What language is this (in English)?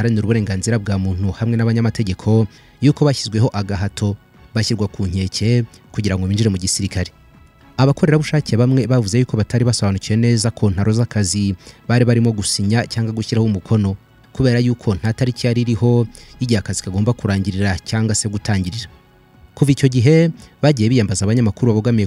Kinyarwanda